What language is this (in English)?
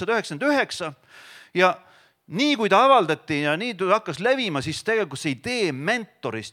Estonian